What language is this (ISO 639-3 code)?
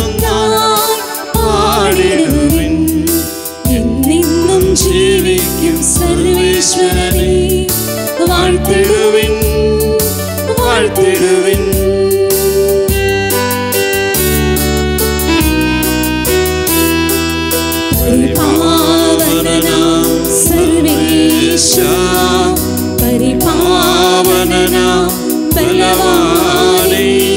mal